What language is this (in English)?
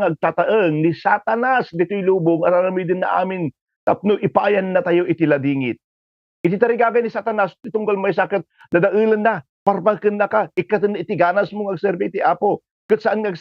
Iloko